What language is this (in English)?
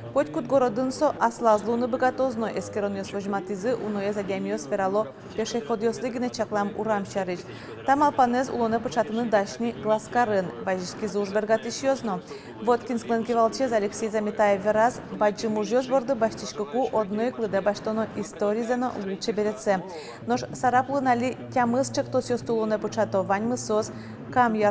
Udmurt